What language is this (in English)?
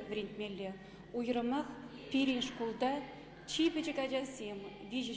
Chuvash